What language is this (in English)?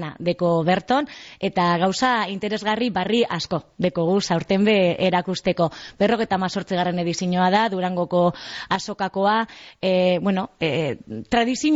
Basque